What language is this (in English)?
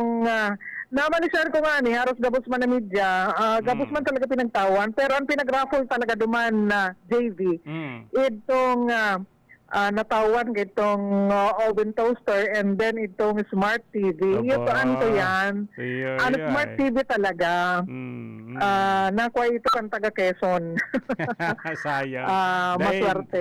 Bikol